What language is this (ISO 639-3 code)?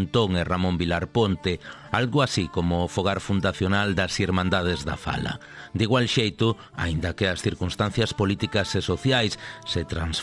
glg